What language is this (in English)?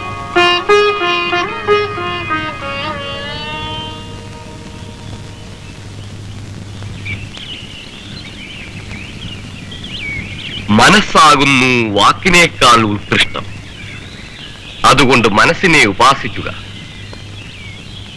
Malayalam